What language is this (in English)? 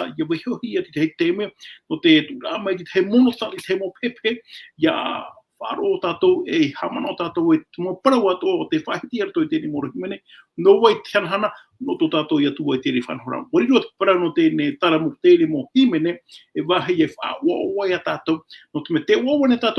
Tahitian